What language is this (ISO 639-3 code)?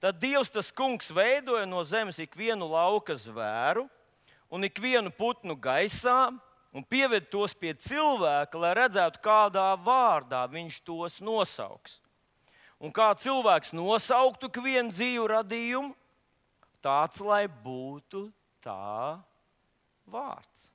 lav